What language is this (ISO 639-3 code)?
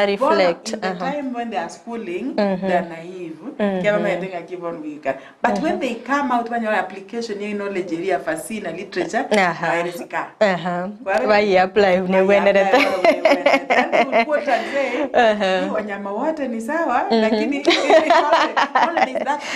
guz